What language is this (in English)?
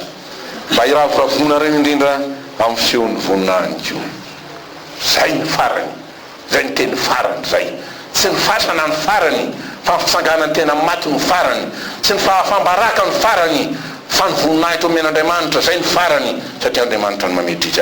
Malagasy